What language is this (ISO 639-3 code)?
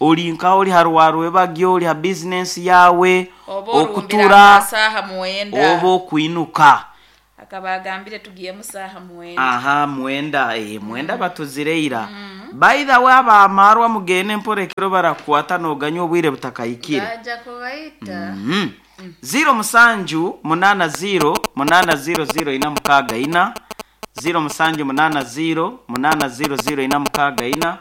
nyo